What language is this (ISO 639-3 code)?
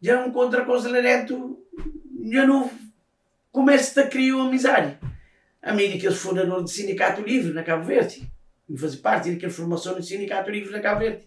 kea